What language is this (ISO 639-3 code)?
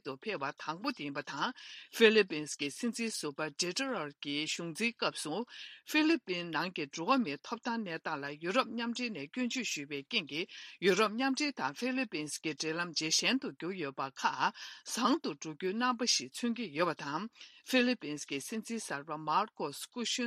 bod